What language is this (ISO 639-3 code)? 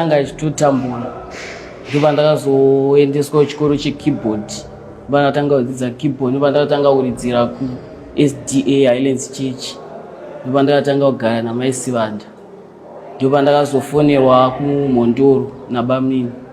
sna